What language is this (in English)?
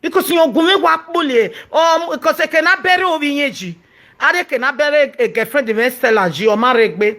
Nigerian Pidgin